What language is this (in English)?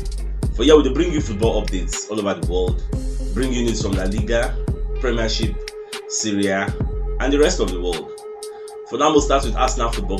Nigerian Pidgin